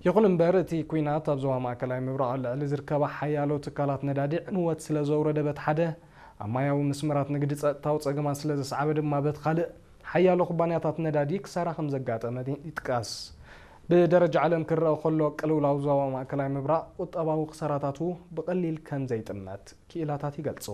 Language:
Tigrinya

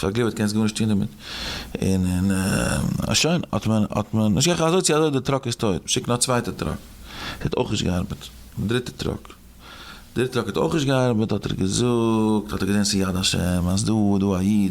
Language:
Yiddish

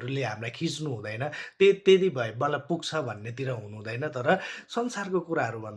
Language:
Nepali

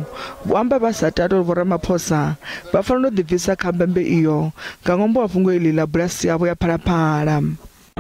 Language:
Venda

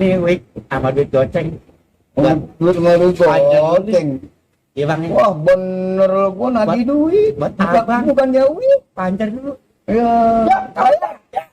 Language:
Betawi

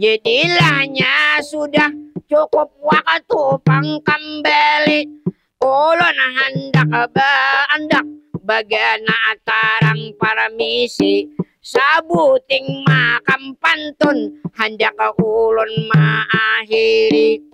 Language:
Banjar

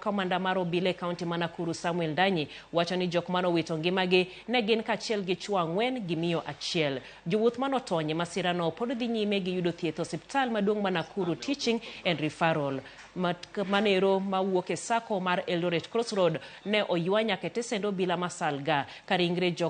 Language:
Luo (Kenya and Tanzania)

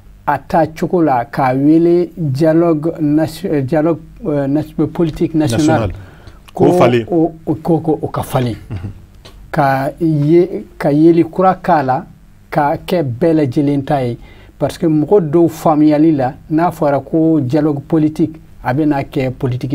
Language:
Bambara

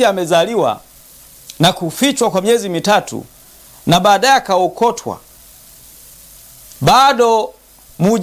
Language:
Swahili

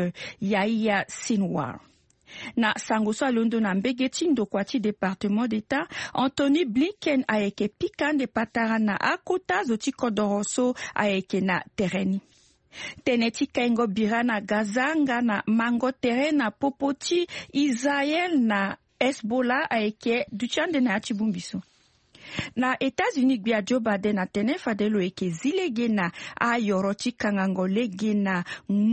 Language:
Sango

